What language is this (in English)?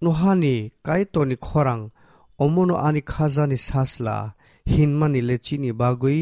Kok Borok